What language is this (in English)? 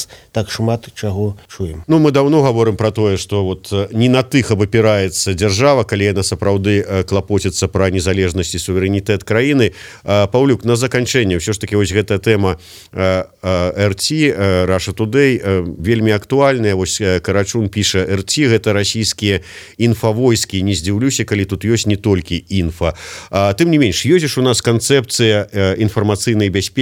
Belarusian